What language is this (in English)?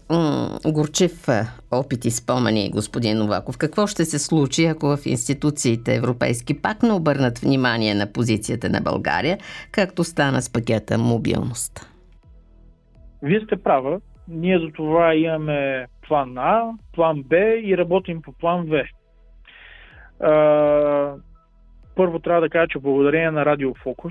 Bulgarian